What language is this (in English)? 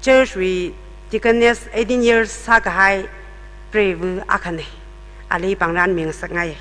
Tangkhul Naga (India)